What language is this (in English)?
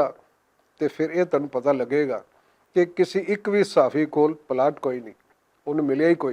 Western Panjabi